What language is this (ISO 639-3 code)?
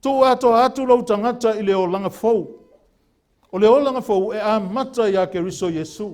smo